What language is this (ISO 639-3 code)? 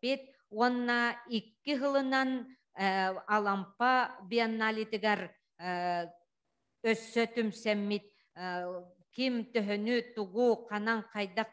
sah